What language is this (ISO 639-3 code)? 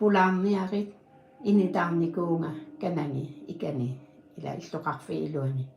kal